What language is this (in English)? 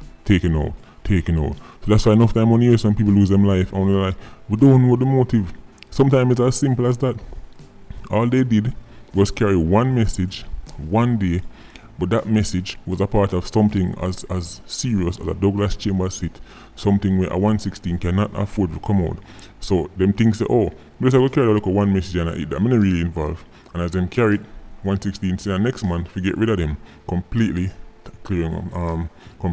Jamaican Creole English